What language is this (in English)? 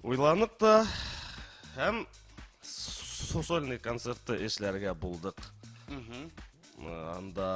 Bashkir